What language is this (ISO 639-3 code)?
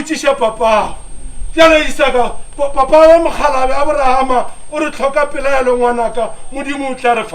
nso